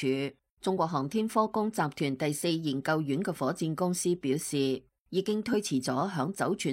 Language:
Cantonese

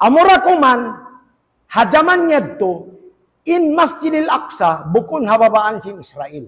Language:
Tausug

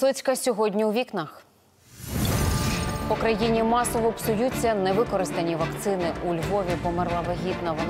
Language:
Ukrainian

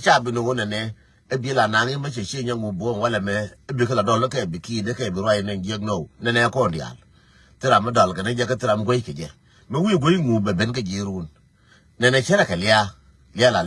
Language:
Nuer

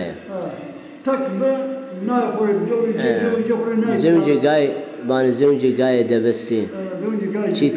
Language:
Zaza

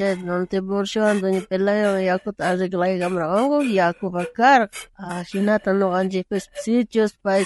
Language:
South Bolivian Quechua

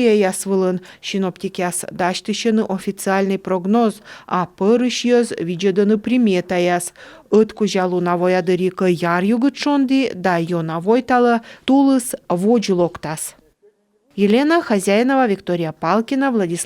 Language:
Komi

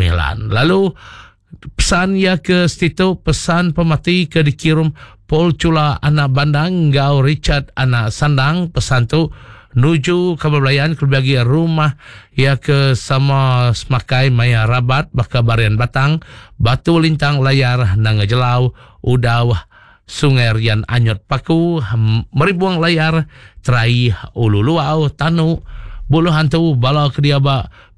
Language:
Iban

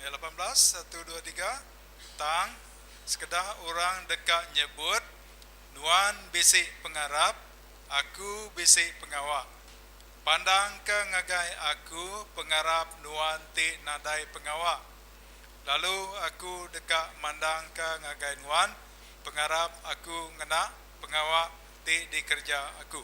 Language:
Iban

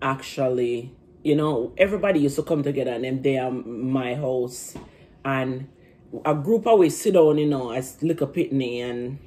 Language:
Jamaican Creole English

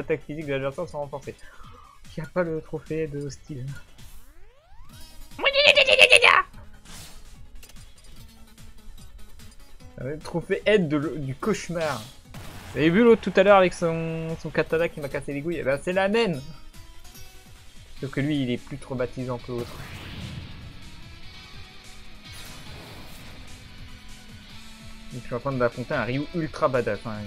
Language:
French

